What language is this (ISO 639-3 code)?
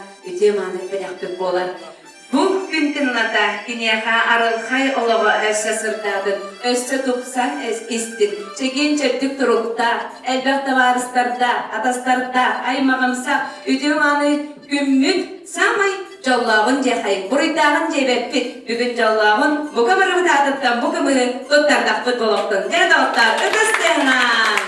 sah